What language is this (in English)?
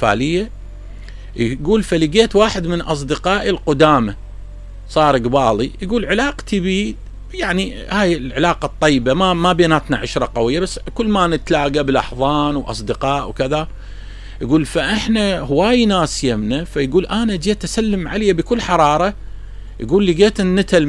Mesopotamian Arabic